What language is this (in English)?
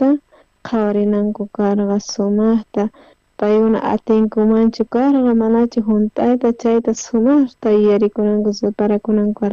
South Bolivian Quechua